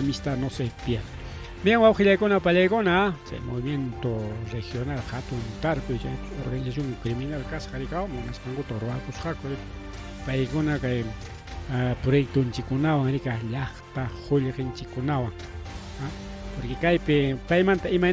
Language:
Ayacucho Quechua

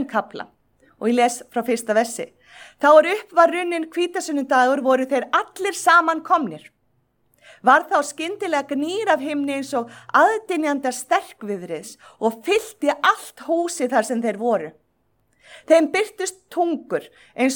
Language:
Icelandic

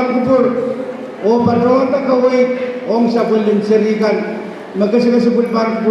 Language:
Pohnpeian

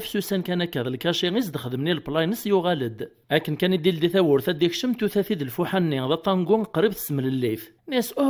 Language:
Kabyle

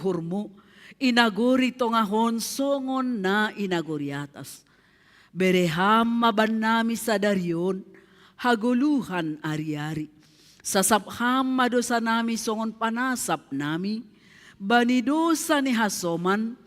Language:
Batak Simalungun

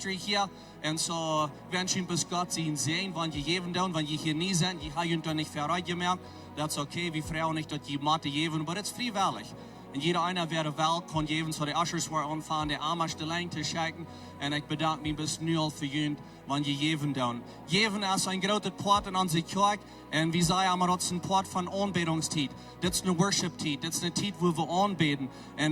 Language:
Plautdietsch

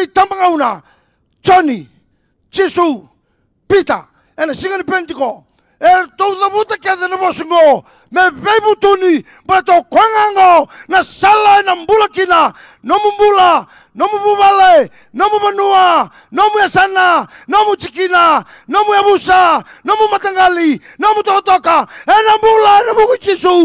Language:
Fijian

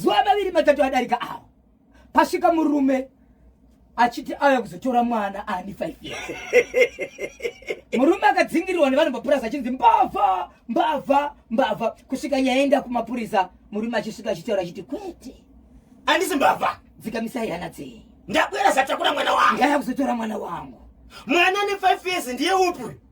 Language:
Shona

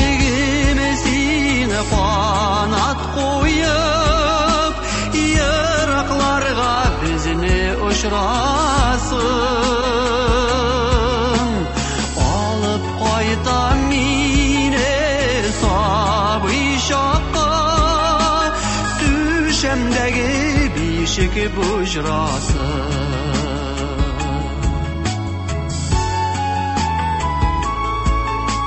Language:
Tatar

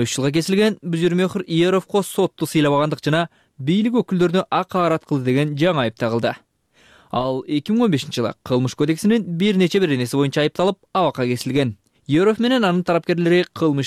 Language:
Kyrgyz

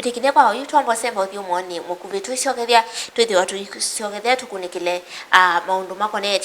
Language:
Kamba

